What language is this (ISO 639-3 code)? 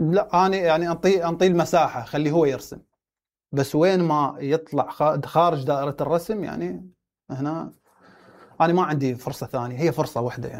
acm